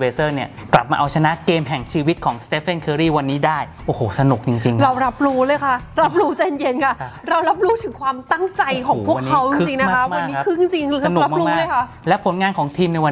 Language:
Thai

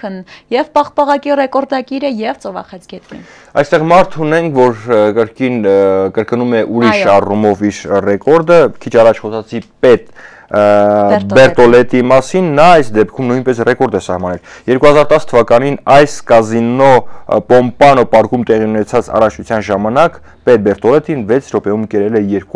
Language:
Armenian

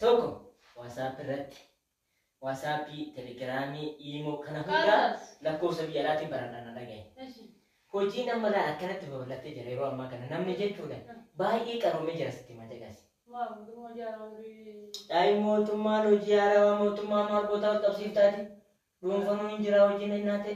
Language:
Oromo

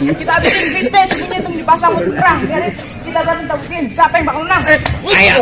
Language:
Betawi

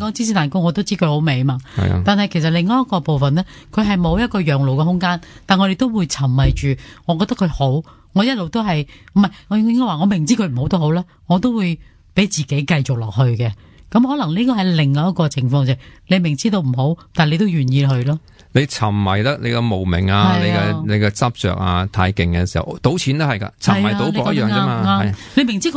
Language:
Cantonese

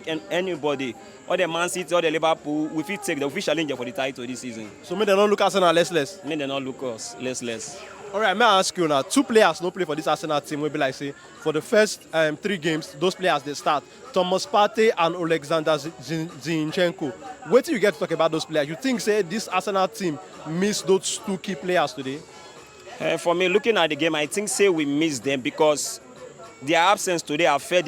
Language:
Nigerian Pidgin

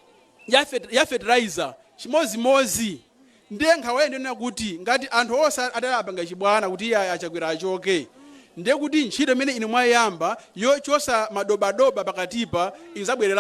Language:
Nyanja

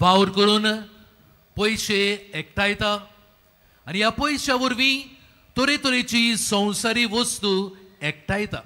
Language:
Konkani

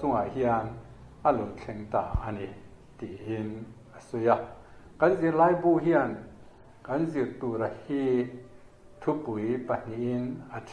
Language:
Mizo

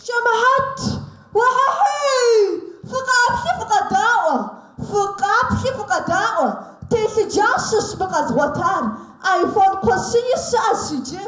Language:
Kabardian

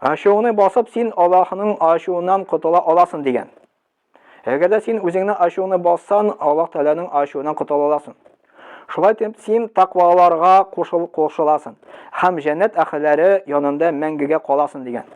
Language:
Tatar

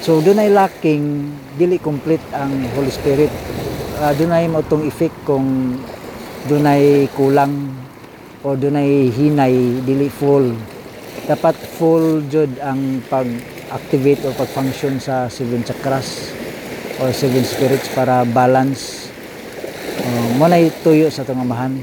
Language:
Cebuano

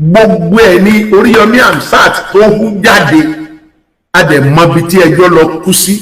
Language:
Yoruba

